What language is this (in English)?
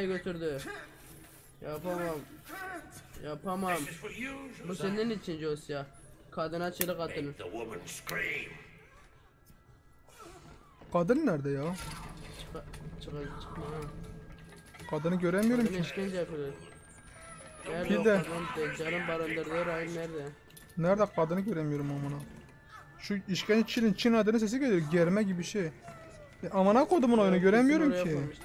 Turkish